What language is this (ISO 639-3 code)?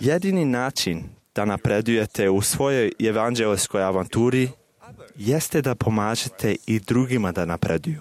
srp